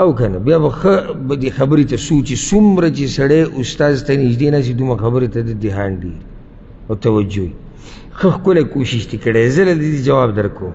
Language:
Pashto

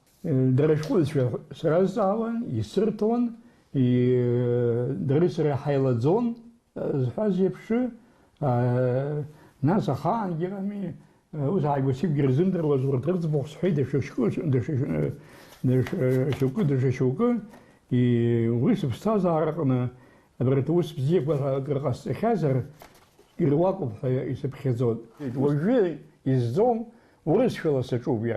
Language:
Abkhazian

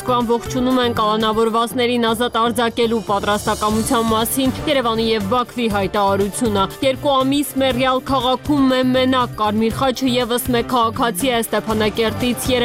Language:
Armenian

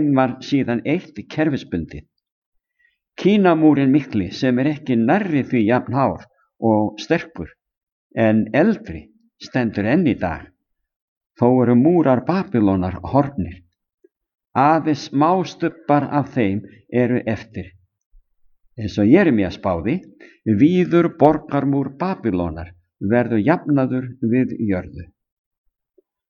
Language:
Icelandic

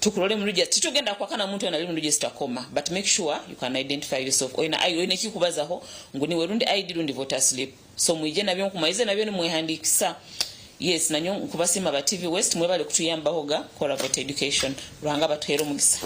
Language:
Nyankole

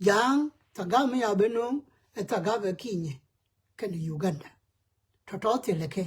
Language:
Nuer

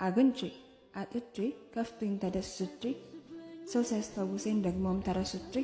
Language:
Amharic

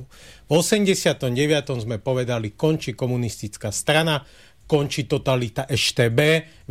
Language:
Slovak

